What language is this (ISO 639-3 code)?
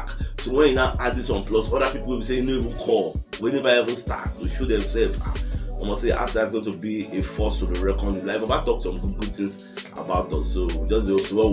pcm